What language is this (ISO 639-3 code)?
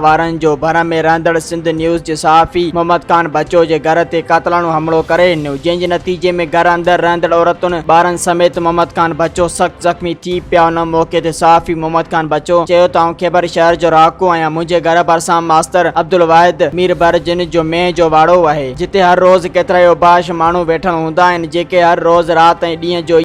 snd